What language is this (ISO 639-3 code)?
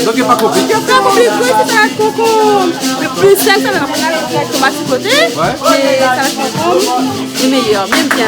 rcf